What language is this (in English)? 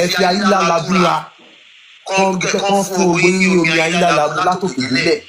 Yoruba